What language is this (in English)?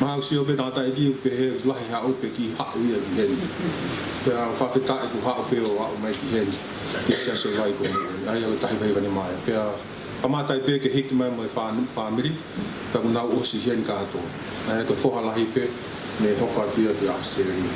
Tongan